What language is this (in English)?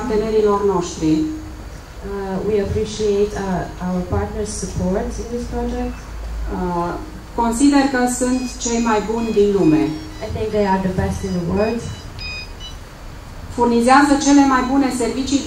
Romanian